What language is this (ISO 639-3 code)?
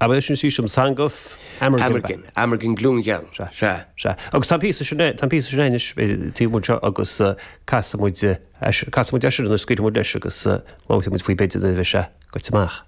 gle